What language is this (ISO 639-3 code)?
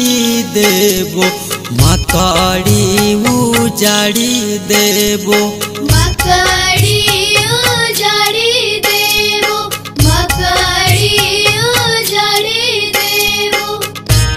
bho